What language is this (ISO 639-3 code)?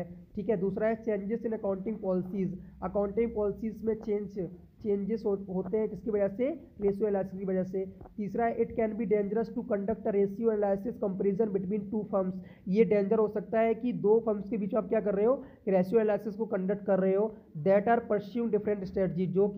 hin